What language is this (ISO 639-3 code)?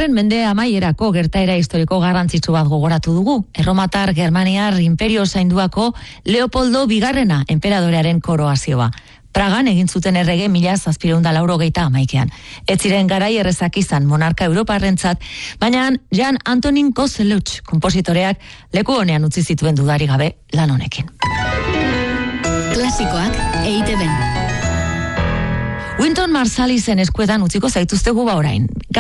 eus